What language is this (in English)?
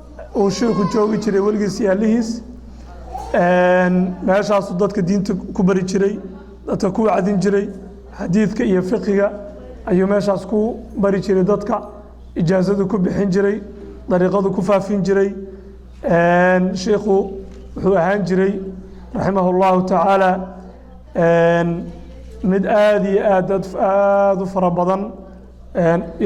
Somali